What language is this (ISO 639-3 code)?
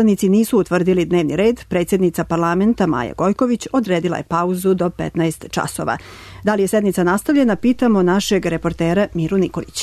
srp